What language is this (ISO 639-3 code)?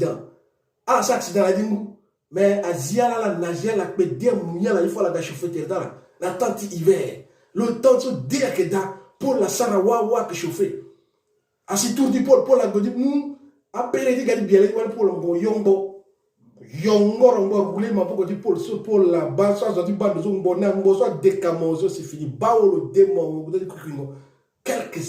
sag